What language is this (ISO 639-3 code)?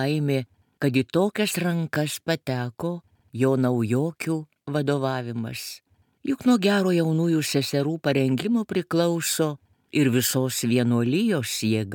lit